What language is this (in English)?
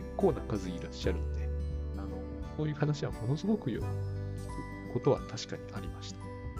Japanese